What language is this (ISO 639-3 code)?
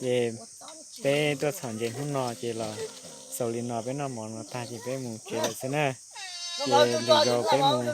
hmn